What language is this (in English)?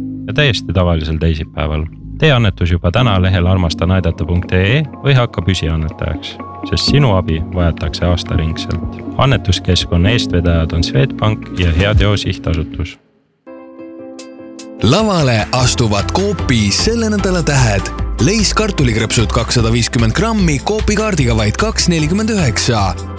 Estonian